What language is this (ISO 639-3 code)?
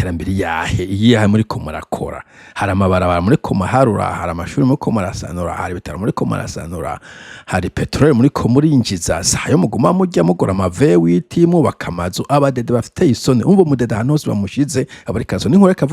run